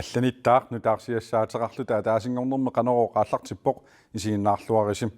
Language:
Kalaallisut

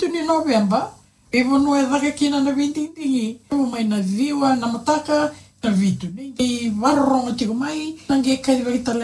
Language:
Fijian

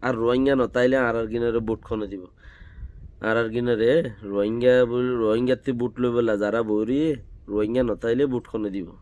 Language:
Rohingya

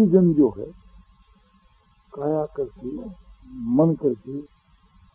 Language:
Hindi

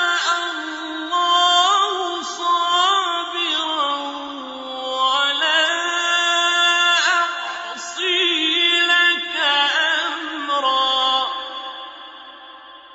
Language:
Arabic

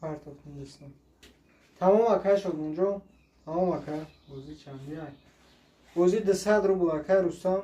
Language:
Tajik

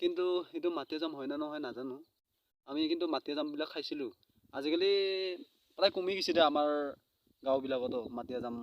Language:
Assamese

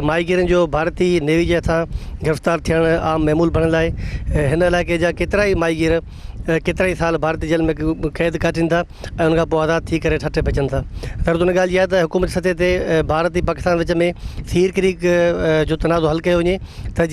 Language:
Sindhi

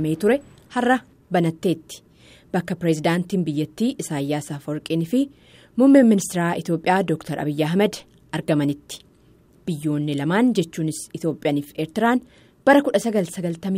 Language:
Oromo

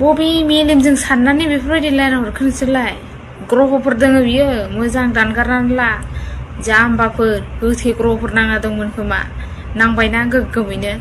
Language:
Bodo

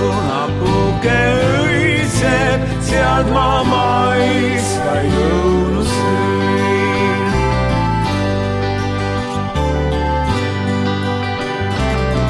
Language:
Estonian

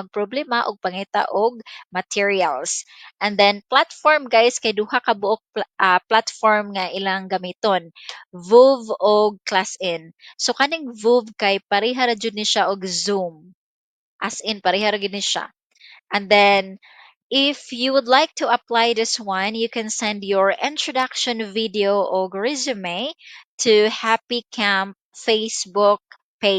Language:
Cebuano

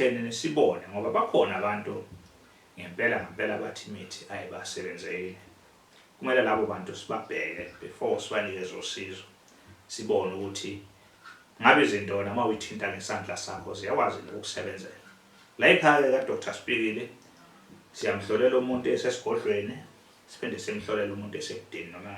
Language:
Zulu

